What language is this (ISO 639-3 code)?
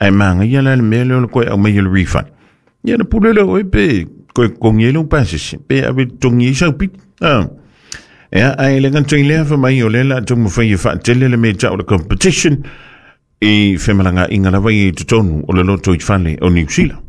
smo